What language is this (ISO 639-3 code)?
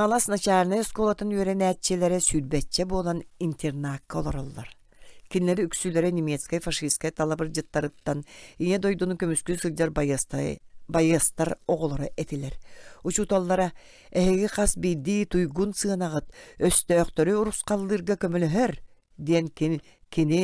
sah